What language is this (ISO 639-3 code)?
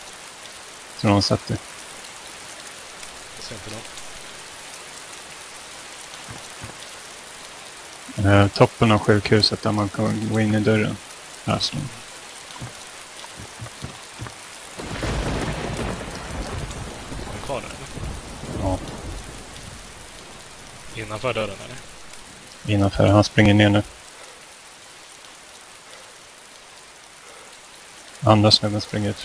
swe